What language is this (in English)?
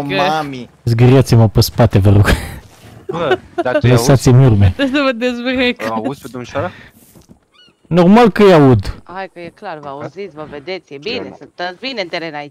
Romanian